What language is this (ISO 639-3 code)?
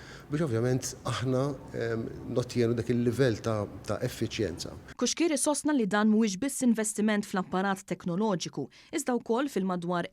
mlt